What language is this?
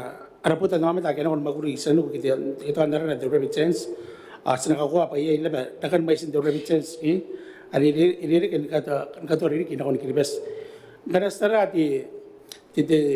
Gilbertese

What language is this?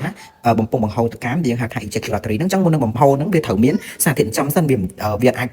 Khmer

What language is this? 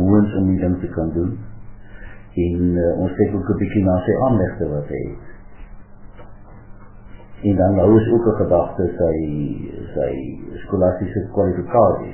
Afrikaans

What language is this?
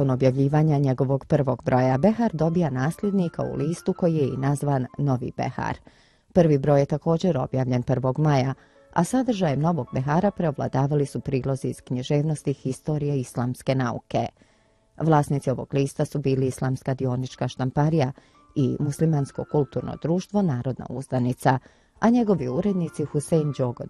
Bosnian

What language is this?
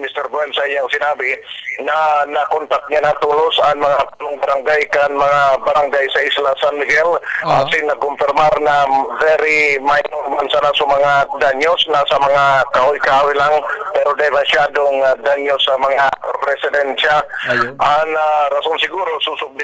Bikol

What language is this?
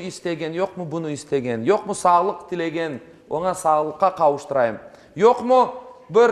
Crimean Tatar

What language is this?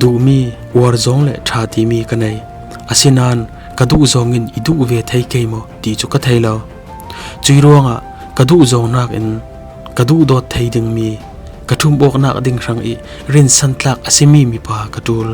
Falam Chin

